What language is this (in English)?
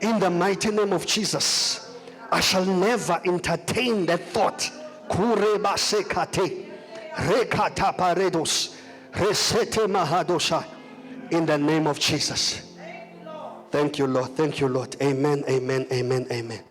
Zulu